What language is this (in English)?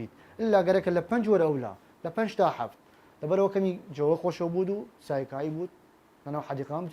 Southern Kurdish